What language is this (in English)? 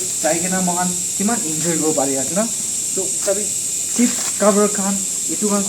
Naga Pidgin